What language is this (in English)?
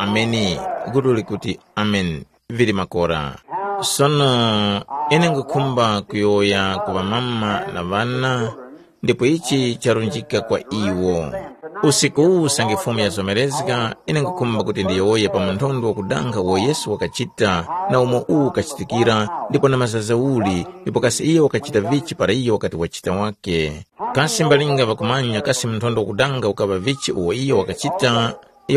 Tumbuka